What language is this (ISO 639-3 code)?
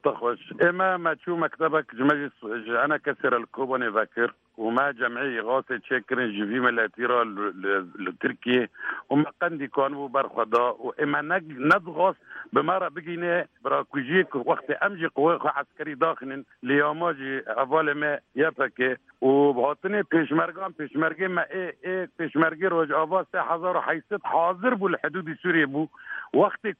kur